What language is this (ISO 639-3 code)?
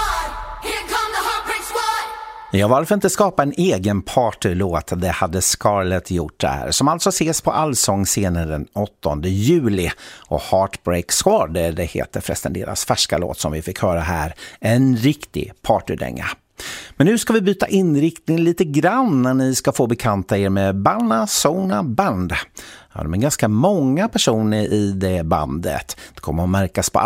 swe